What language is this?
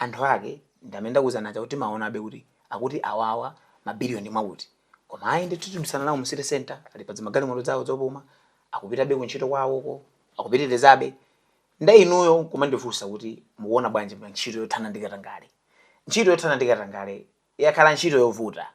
Nyanja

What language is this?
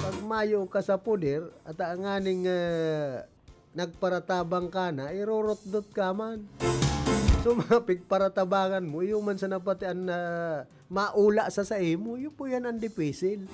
Bikol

